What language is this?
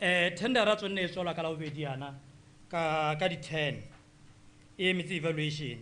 Tswana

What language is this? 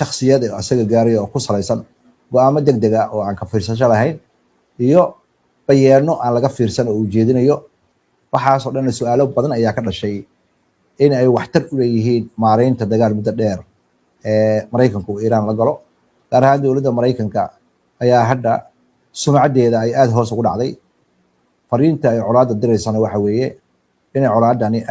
Somali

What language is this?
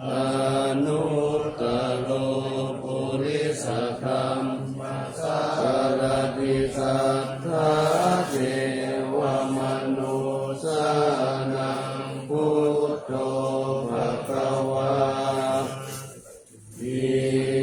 Pali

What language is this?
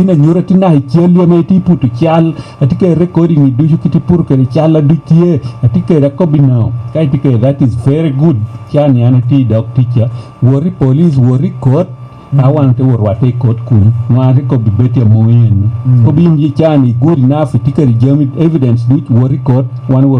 Lango (Uganda)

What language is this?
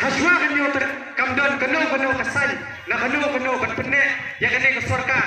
Khasi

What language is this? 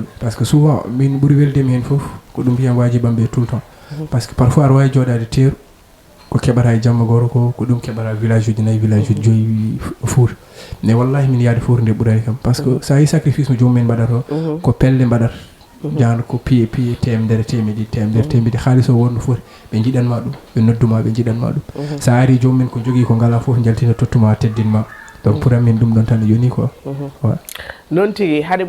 Fula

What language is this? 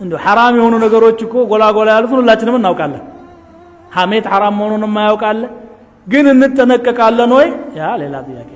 Amharic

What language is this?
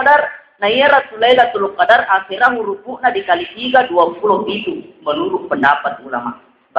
Buginese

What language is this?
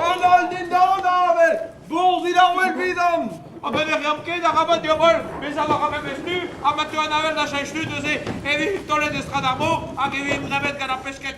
Breton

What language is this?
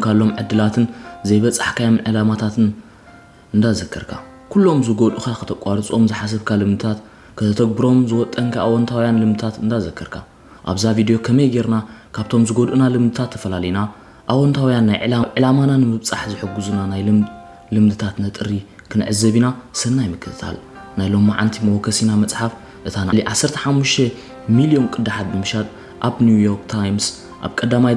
Tigrinya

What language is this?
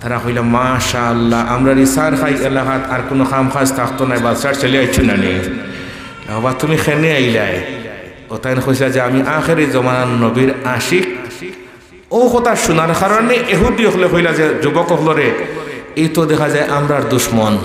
Sylheti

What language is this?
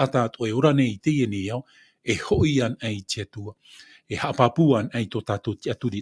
Tahitian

